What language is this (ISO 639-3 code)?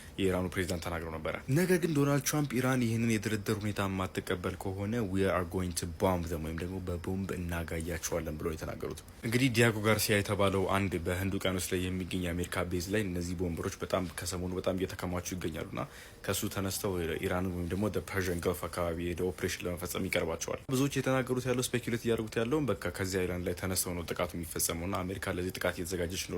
amh